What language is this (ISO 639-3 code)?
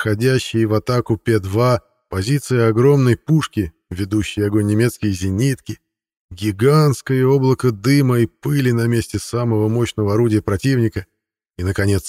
rus